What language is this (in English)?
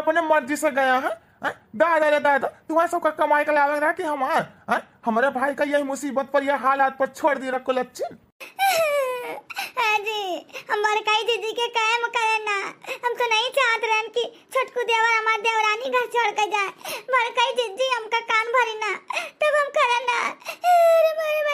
Awadhi